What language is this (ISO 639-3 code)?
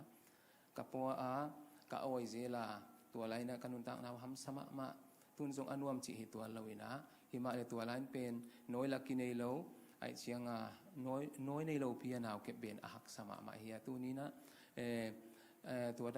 ctd